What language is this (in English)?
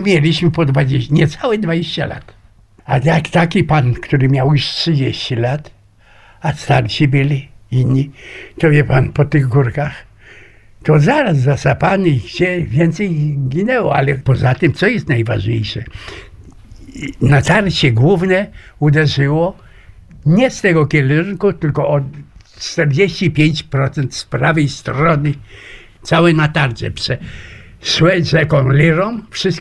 Polish